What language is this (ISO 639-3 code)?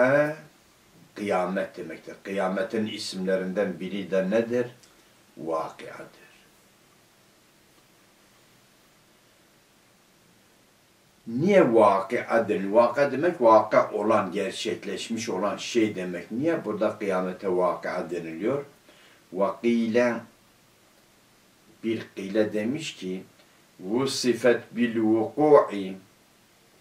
tur